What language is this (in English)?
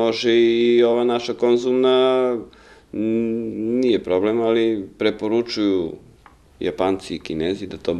Serbian